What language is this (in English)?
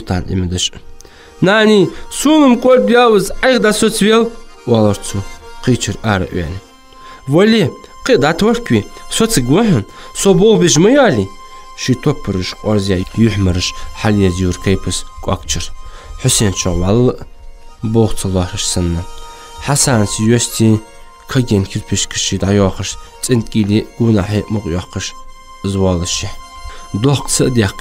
Ingush